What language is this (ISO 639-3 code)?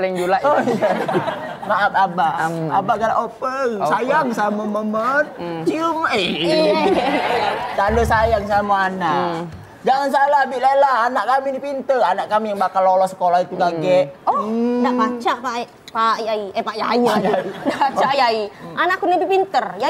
mui